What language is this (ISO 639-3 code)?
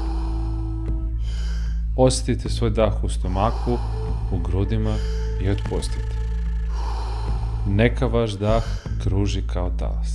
srp